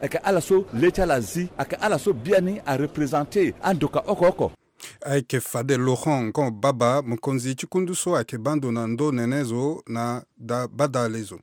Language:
Sango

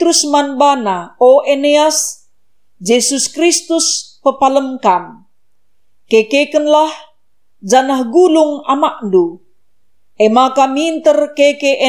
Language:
Batak Karo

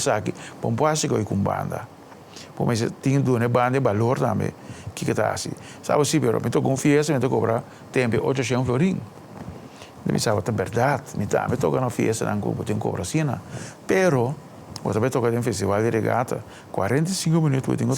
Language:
Papiamento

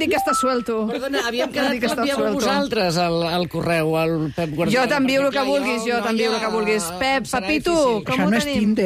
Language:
Catalan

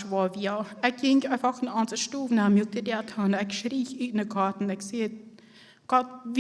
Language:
Plautdietsch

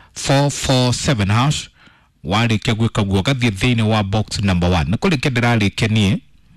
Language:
Kikuyu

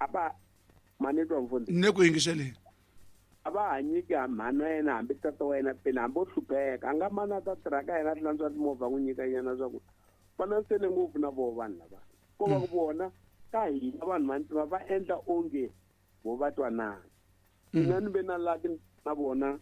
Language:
Tsonga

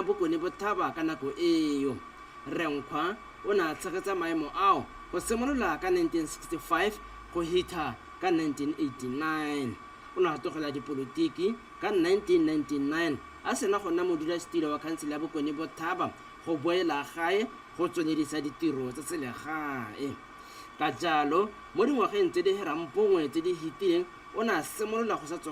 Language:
Tswana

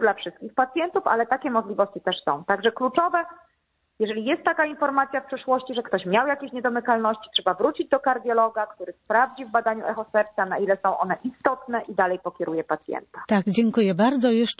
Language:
Polish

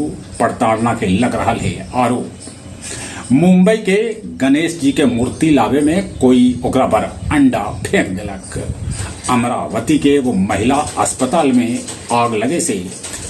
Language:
Magahi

